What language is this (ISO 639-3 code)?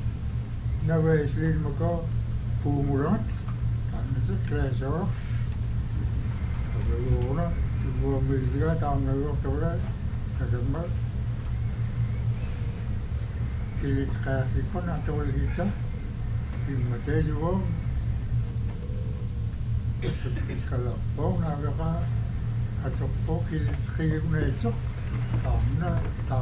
ind